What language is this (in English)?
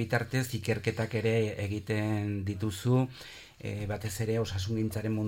Basque